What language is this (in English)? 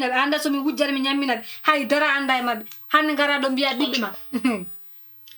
Fula